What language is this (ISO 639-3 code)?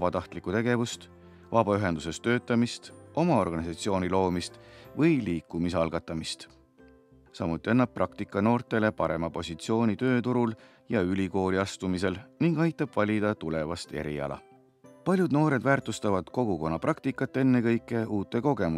est